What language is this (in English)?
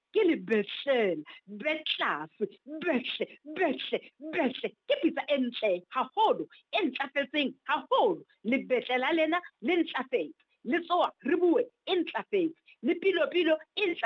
Southern Sotho